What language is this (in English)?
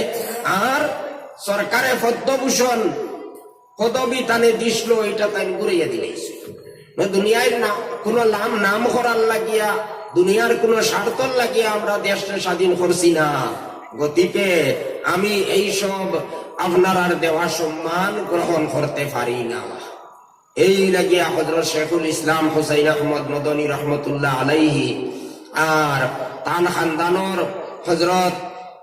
Sylheti